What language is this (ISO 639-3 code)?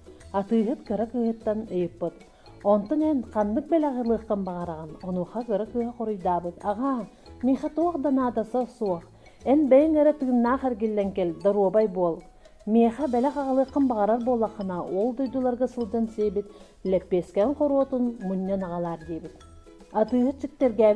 sah